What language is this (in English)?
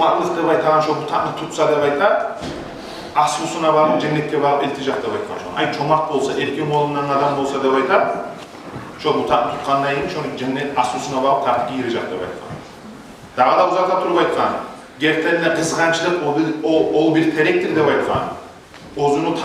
Kumyk